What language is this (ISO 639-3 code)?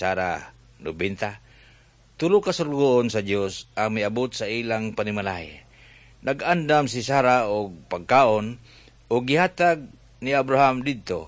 ceb